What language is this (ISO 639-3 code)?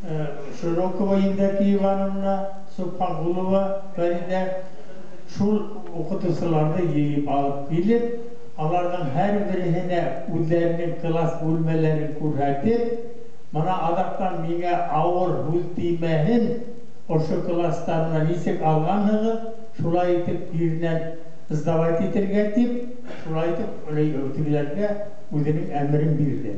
bak